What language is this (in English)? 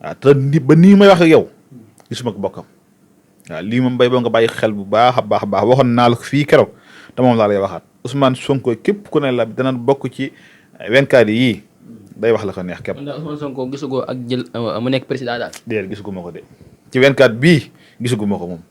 Wolof